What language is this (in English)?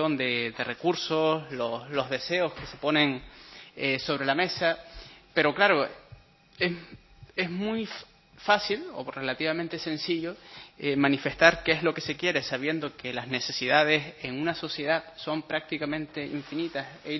Spanish